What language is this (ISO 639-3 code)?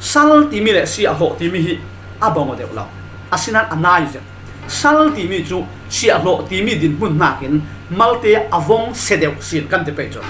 cfm